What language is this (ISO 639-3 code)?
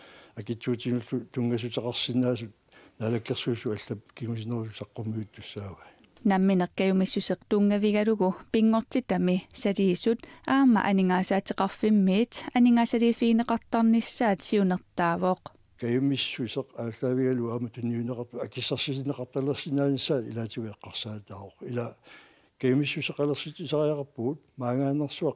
kal